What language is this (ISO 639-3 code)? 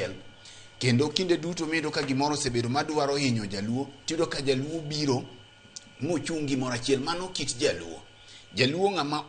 luo